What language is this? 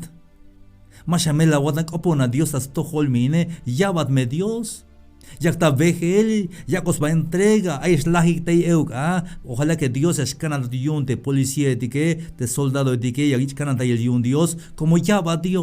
Tzeltal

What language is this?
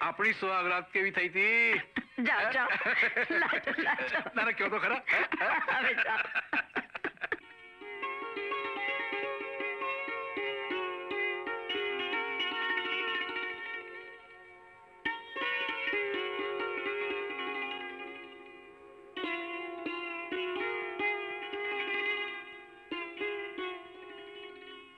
Gujarati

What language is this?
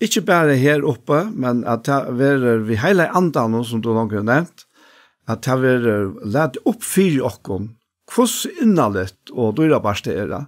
Faroese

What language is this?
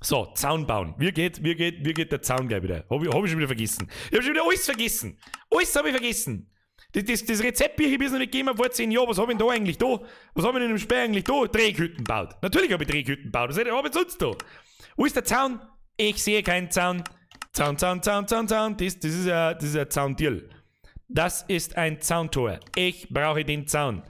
Bavarian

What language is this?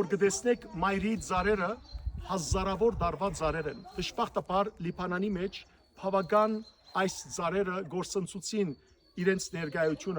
Western Armenian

